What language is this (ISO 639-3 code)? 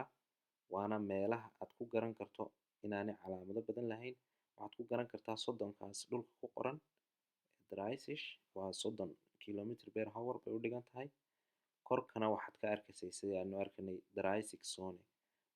som